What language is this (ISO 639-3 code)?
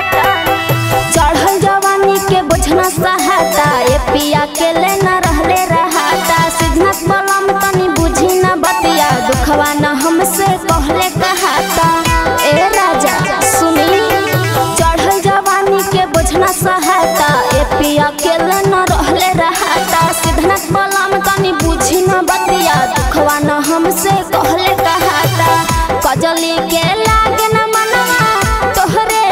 bho